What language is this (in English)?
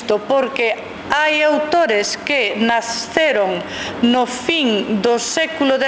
Galician